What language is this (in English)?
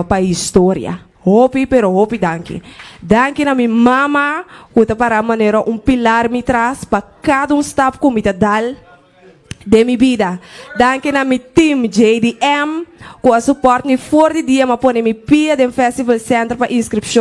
Papiamento